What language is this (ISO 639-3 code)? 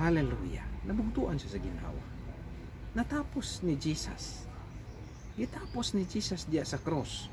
ceb